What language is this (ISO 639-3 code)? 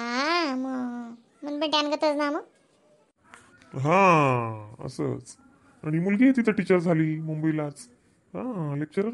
khn